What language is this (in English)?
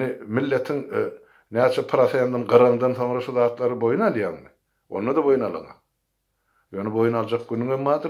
Turkmen